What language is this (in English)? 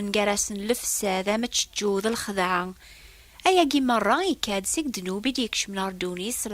Kabyle